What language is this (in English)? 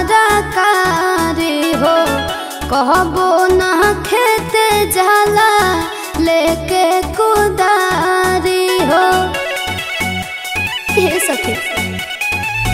Bhojpuri